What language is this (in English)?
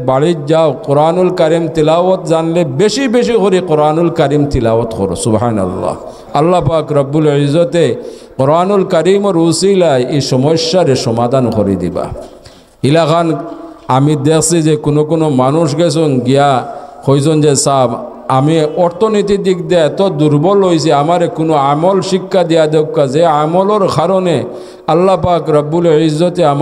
Sylheti